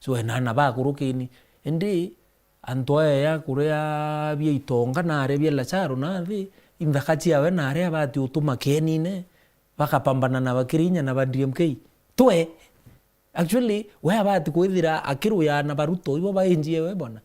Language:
Meru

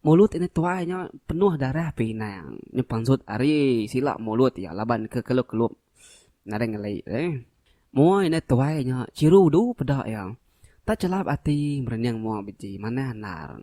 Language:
Iban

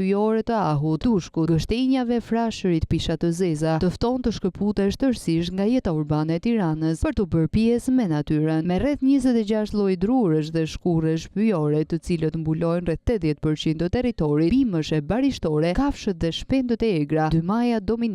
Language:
Albanian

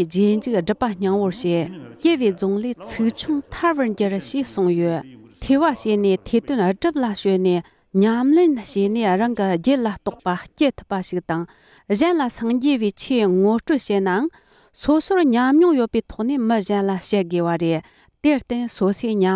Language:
Tibetan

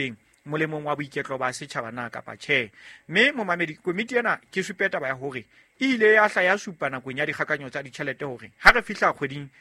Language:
Southern Sotho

